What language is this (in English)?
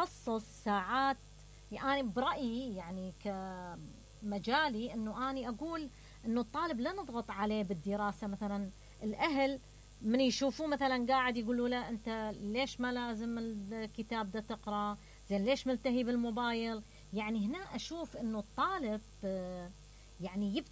Mesopotamian Arabic